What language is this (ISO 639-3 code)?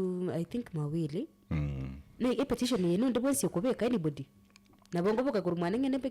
guz